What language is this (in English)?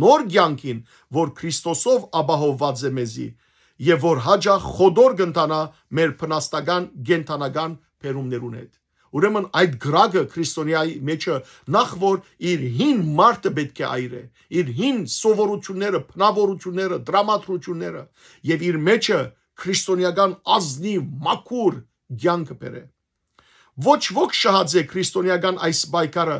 Western Armenian